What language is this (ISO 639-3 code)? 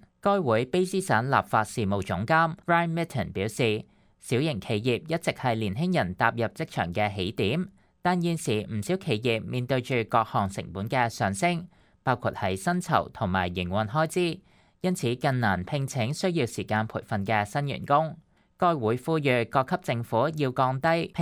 yue